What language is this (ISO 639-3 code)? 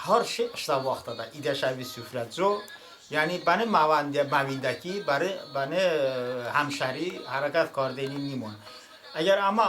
tly